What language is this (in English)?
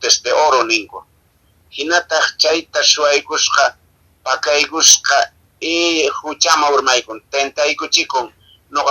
Quechua